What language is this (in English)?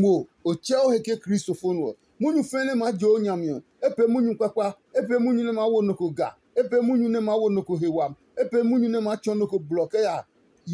Adangme